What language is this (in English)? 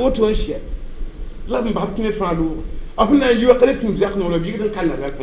Mossi